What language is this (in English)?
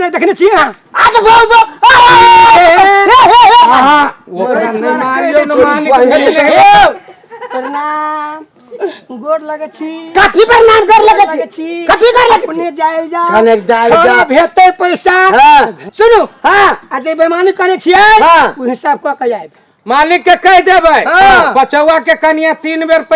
Maithili